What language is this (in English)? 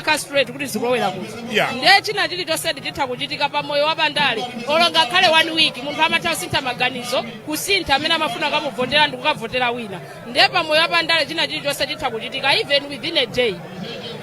Nyanja